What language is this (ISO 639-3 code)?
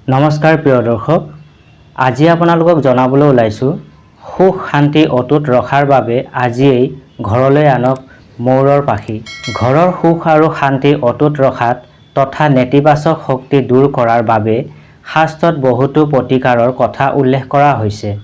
asm